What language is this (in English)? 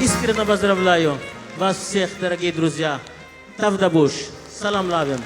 Chuvash